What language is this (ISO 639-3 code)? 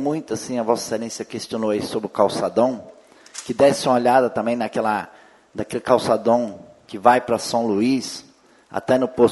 por